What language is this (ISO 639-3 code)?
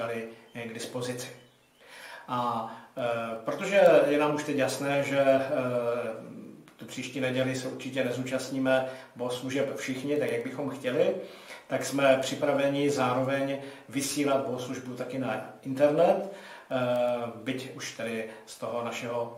ces